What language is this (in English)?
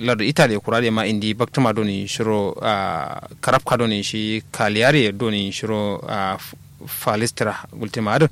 Kanuri